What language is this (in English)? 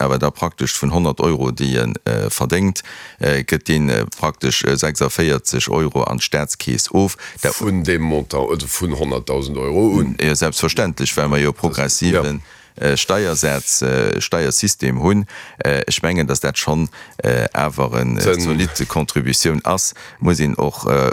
Luxembourgish